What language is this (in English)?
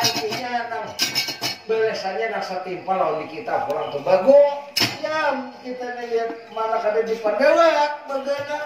Banjar